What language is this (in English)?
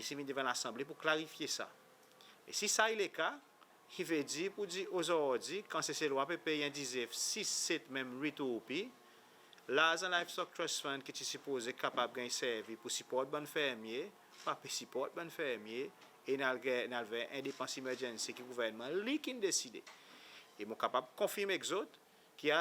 Seselwa Creole French